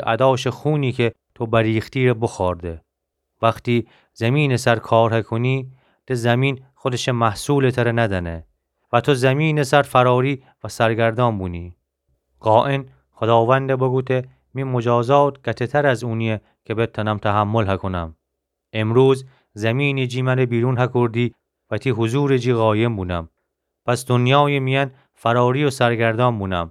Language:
Gilaki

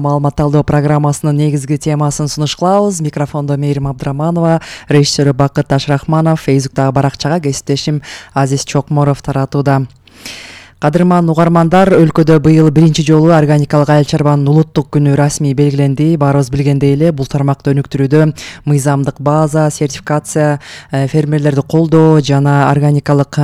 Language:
Kyrgyz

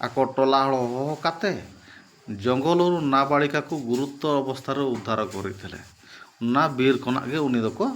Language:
Santali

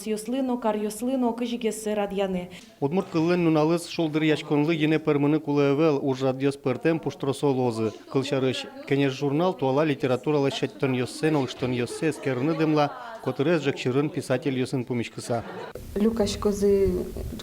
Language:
Udmurt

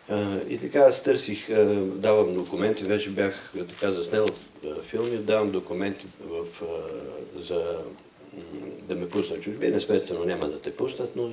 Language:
Bulgarian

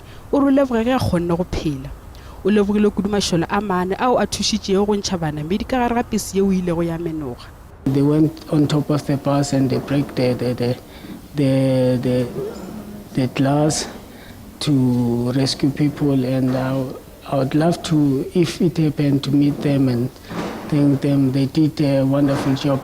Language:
Northern Sotho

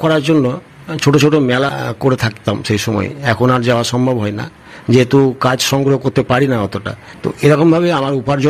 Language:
Bangla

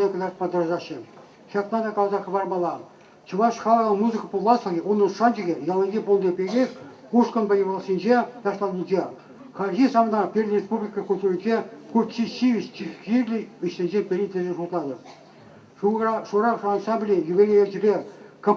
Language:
Chuvash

